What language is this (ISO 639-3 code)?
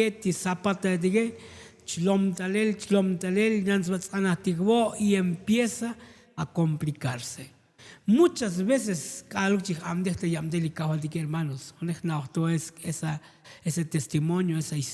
tzo